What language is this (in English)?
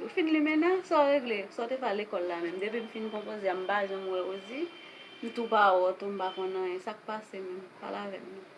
Haitian Creole